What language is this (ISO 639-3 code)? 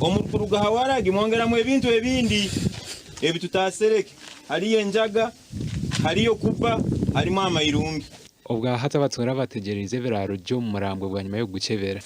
nyn